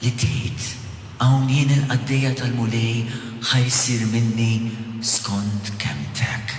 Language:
Maltese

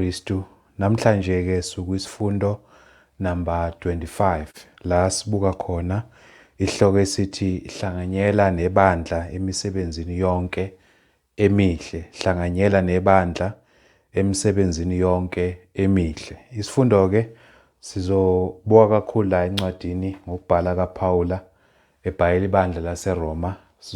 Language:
Zulu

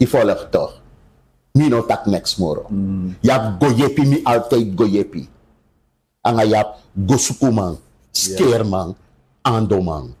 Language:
Sranan Tongo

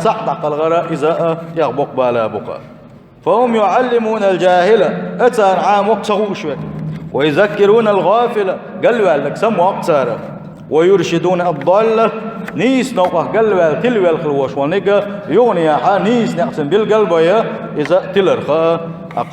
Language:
Chechen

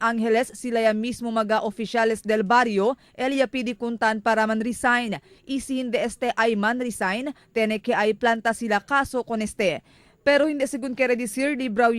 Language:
Chavacano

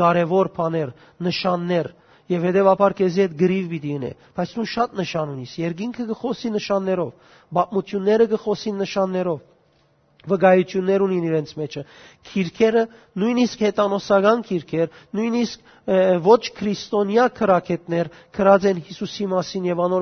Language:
Western Armenian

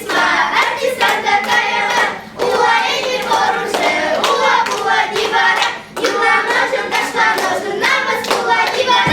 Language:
Chuvash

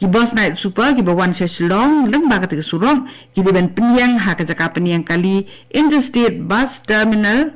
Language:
Khasi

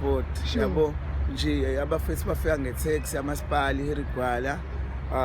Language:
Zulu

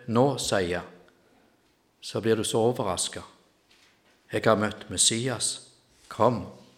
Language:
Norwegian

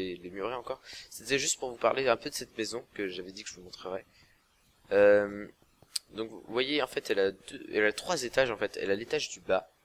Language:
French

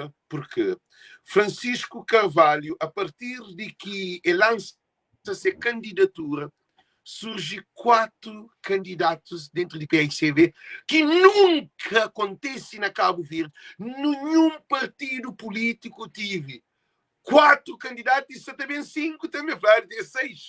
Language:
Kabuverdianu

